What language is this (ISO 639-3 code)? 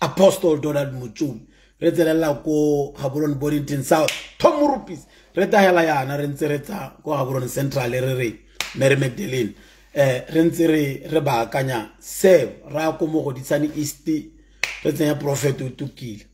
tsn